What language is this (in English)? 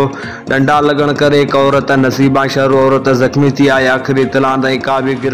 Sindhi